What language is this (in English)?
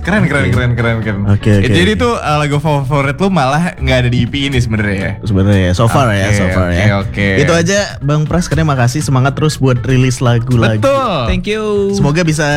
Indonesian